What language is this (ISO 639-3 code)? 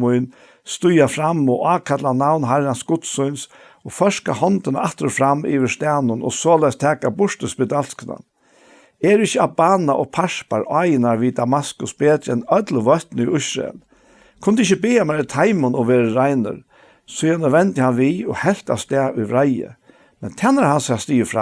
fao